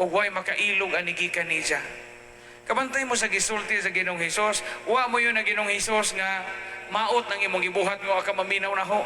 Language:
Cebuano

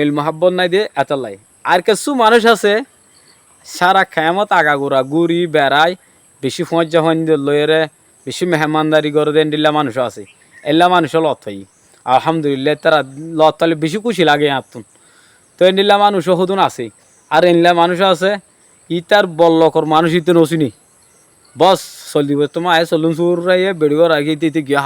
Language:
Rohingya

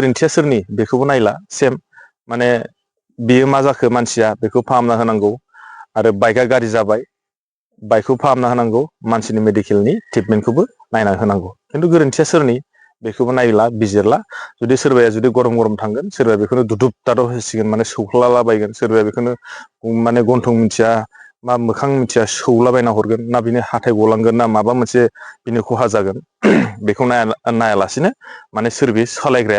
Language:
Bodo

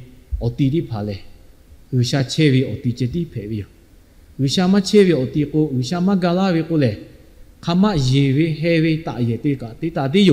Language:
Lahu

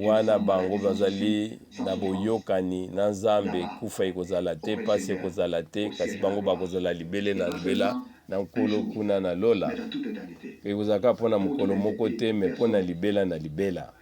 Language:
Lingala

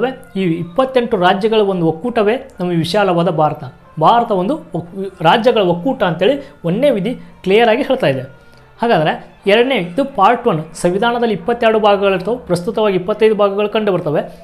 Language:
Kannada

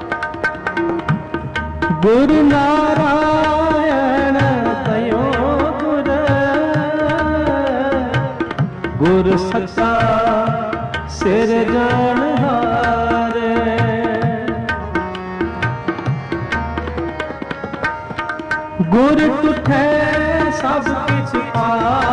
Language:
Punjabi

